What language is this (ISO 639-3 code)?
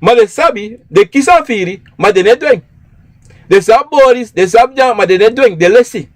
srn